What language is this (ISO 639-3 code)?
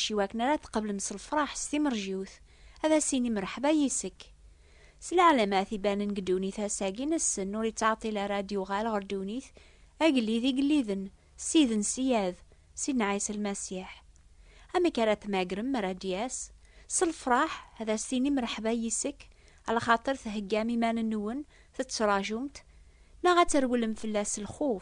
kab